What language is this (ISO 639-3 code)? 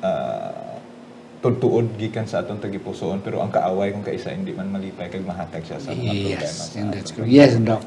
hil